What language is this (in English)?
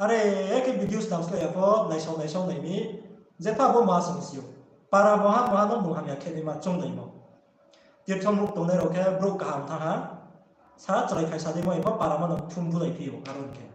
Riang (India)